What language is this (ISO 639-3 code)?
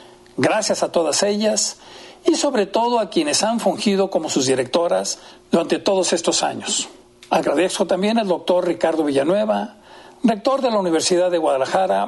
spa